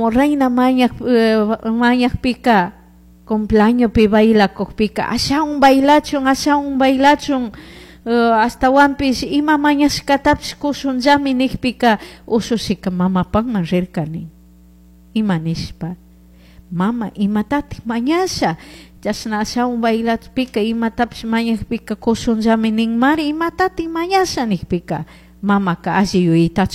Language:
Chimborazo Highland Quichua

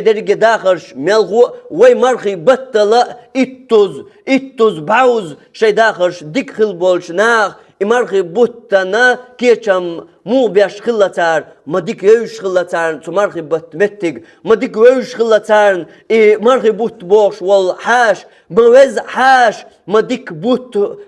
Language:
Chechen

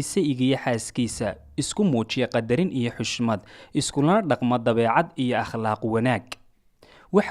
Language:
Somali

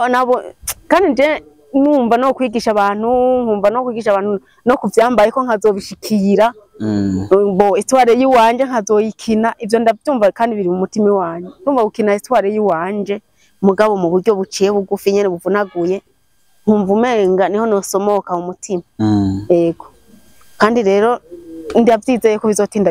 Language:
Rundi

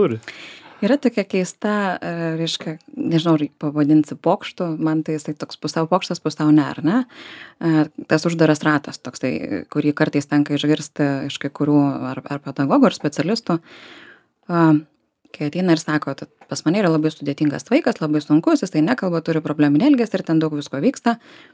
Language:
Lithuanian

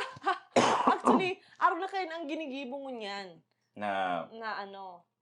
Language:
Bikol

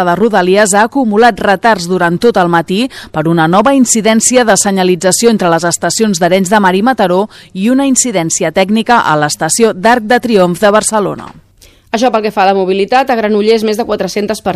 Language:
Catalan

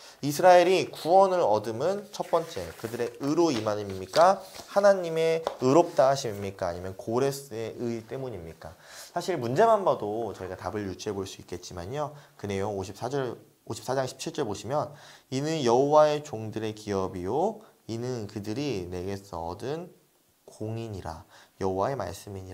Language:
Korean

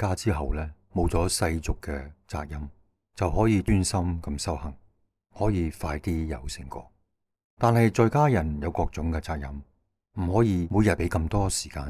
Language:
Cantonese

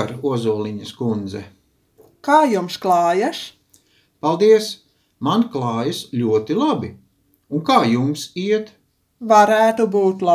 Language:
Latvian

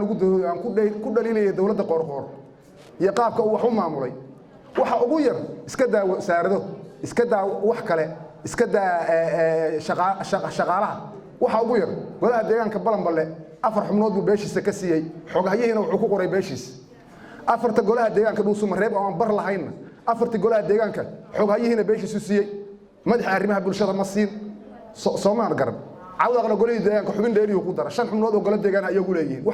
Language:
Somali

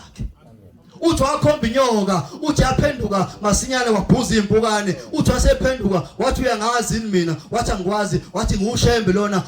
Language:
Zulu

